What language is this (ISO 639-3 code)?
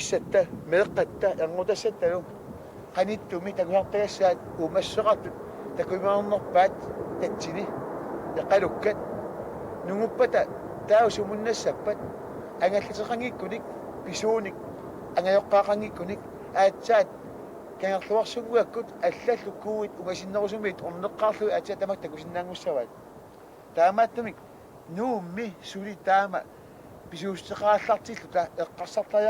kal